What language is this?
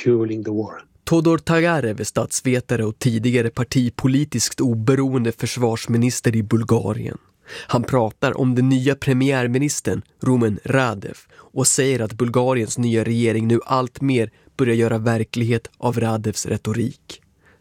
Swedish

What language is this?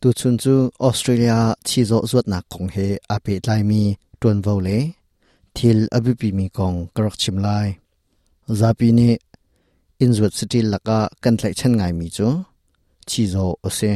Hakha Chin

